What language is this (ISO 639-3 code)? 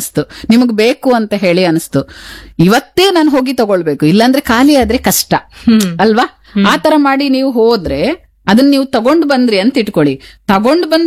kan